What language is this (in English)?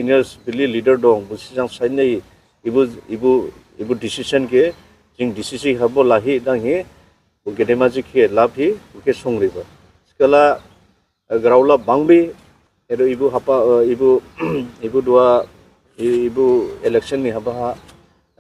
Dimasa